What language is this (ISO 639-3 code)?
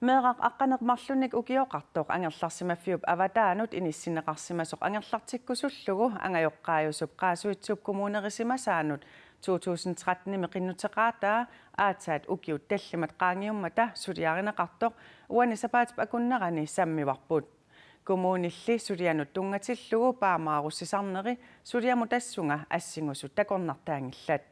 kal